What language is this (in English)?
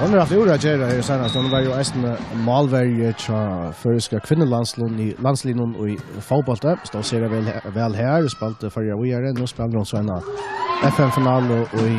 Faroese